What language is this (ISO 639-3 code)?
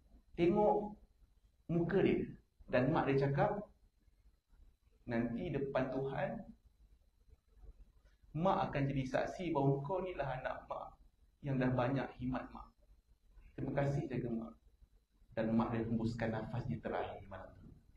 msa